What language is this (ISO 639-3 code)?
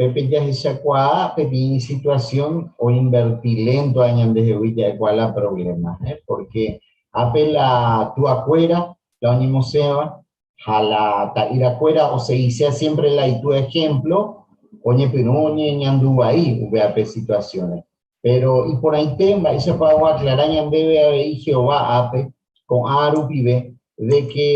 grn